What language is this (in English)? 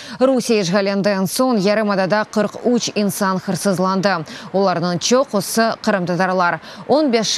Crimean Tatar